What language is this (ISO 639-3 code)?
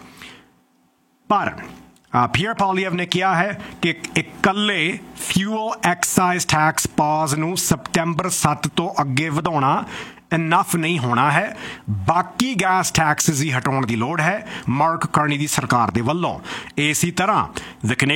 pan